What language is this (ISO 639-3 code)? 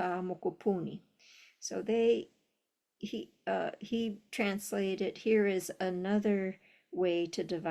haw